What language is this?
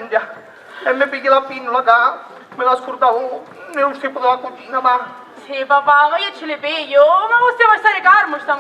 Sicilian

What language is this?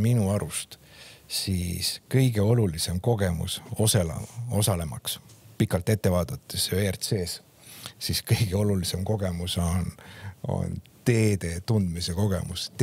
Estonian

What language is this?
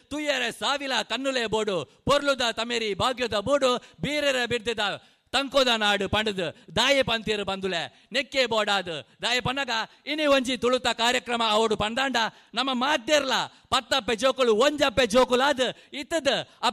Tulu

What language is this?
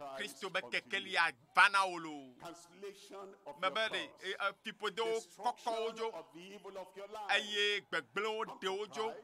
Ewe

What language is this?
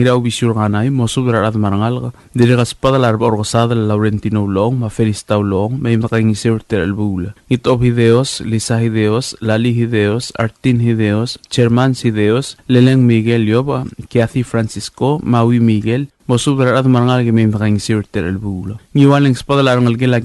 Palauan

